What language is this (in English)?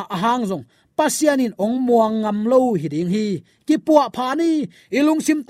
Tedim Chin